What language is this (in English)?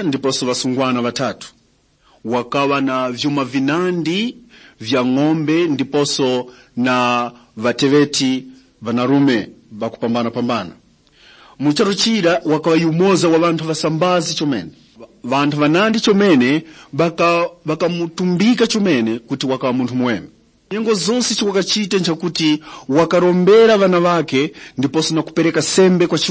Tumbuka